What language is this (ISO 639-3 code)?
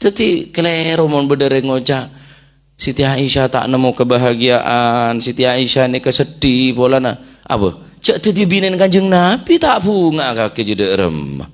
mad